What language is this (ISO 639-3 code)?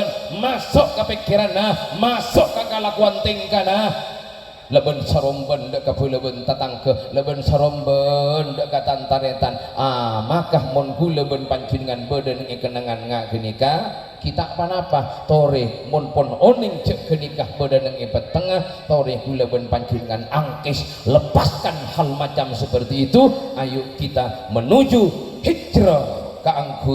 mad